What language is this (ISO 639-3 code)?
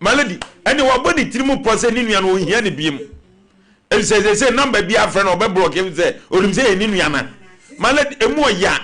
aka